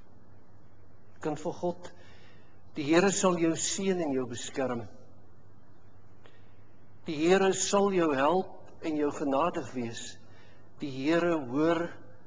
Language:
Afrikaans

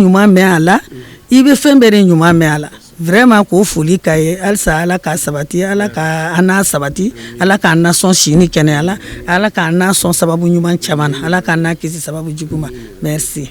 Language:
Bambara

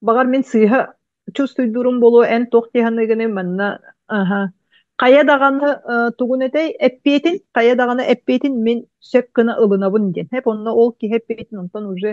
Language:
Yakut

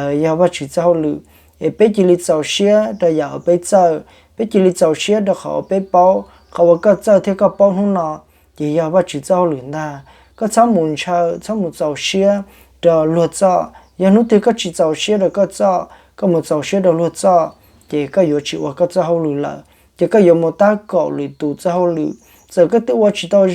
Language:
Hmong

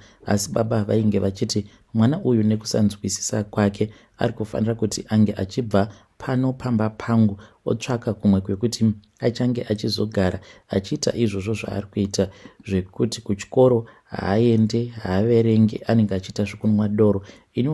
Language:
Shona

